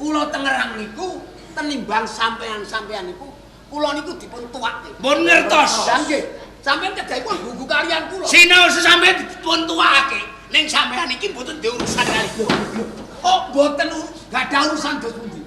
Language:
Javanese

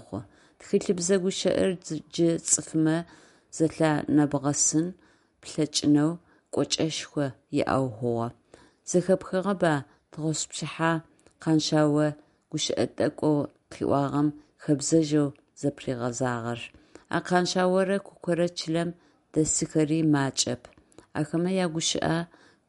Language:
Adyghe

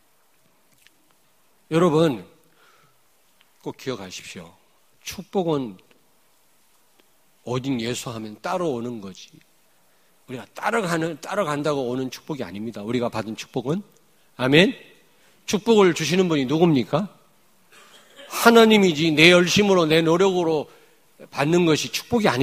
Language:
Korean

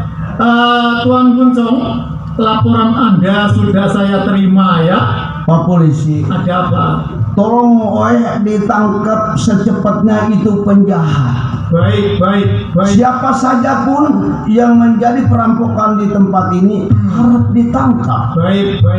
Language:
Betawi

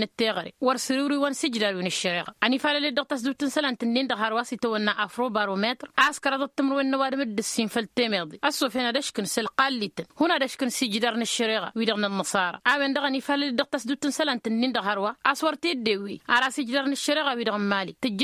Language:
Tamasheq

